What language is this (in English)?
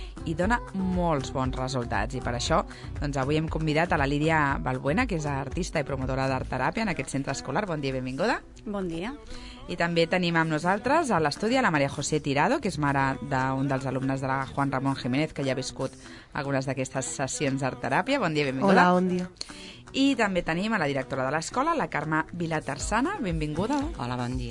Catalan